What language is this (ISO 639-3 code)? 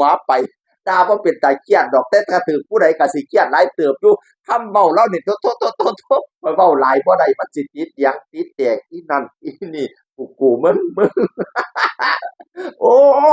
tts